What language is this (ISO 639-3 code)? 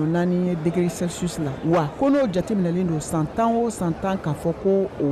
bam